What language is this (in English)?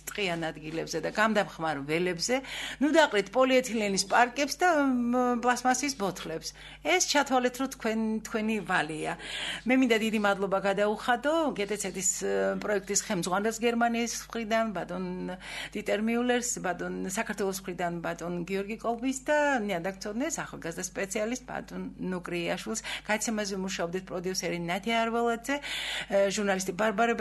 Georgian